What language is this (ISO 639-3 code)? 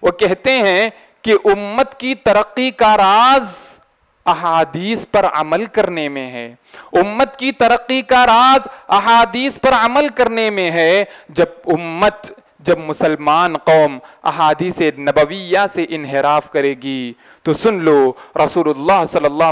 urd